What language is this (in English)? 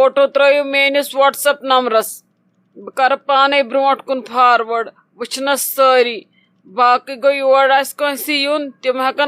Kashmiri